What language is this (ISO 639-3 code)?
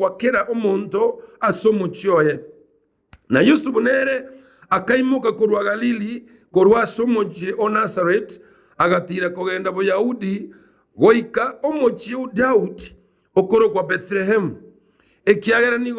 guz